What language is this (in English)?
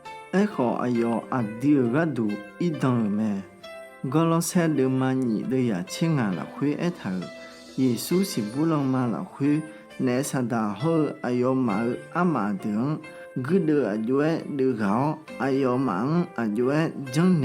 Akha